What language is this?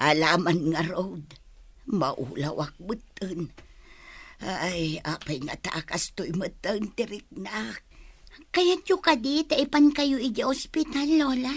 Iloko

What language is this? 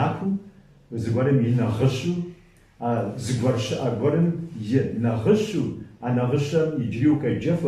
Kabardian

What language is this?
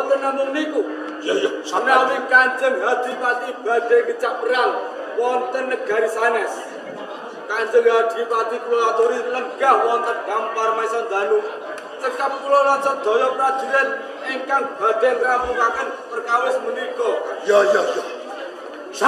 Javanese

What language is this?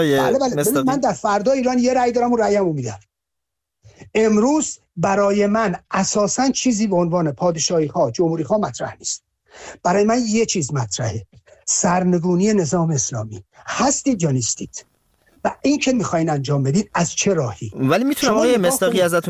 Persian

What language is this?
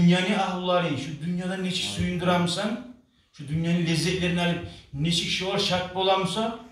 Kumyk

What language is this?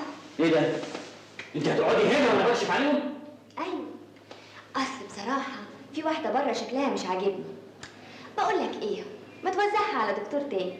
Egyptian Arabic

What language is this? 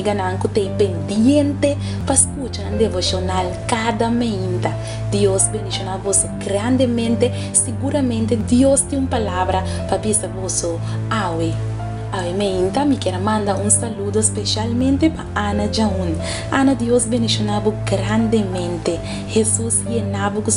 Papiamento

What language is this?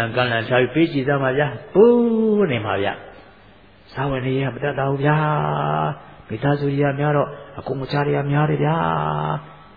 Burmese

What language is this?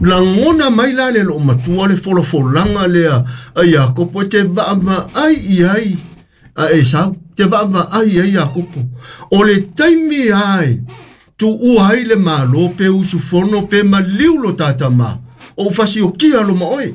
Samoan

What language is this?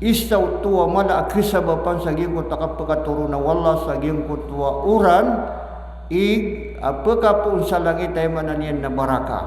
Maranao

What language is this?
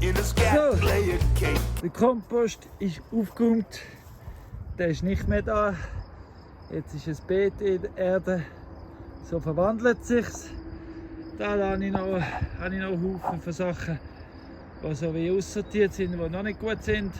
Swiss German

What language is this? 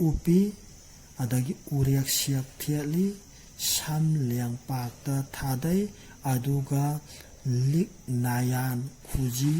Manipuri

